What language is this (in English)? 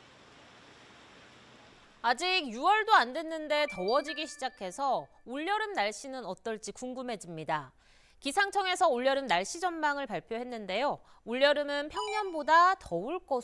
Korean